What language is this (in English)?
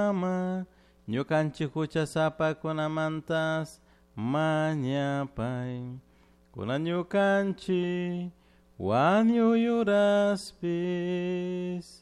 Chimborazo Highland Quichua